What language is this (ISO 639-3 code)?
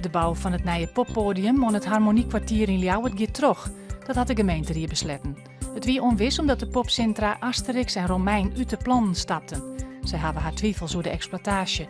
fry